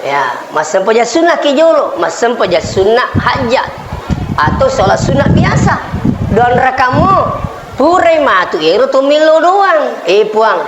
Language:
Buginese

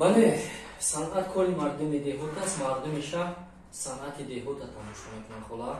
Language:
Tajik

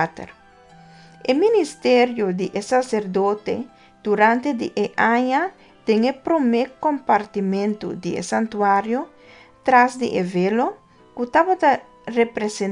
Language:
Papiamento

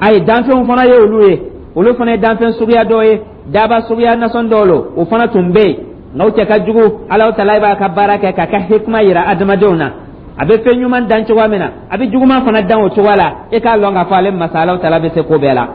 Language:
Dyula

